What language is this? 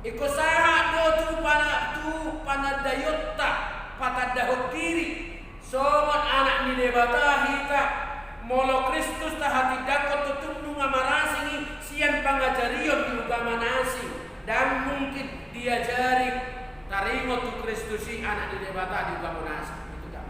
Batak Toba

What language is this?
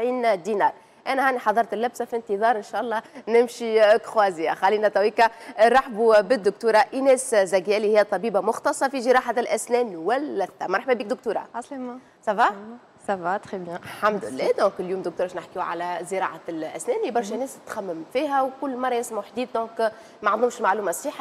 Tunisian Arabic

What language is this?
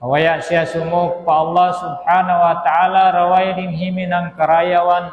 Tausug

